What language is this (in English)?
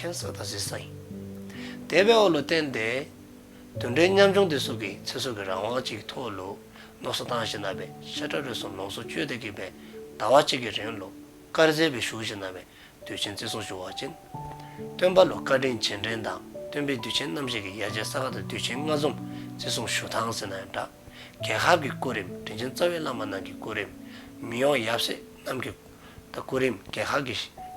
Dzongkha